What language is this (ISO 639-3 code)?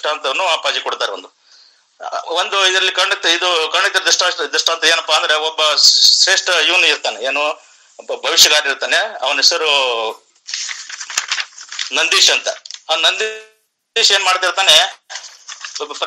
kan